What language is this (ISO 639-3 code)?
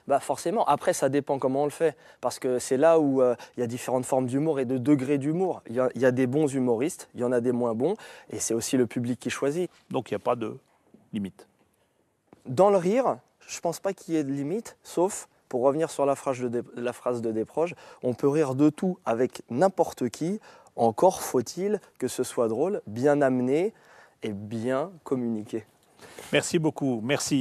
fra